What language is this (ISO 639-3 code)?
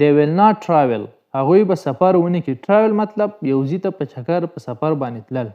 pus